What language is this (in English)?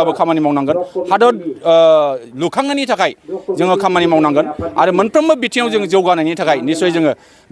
Bodo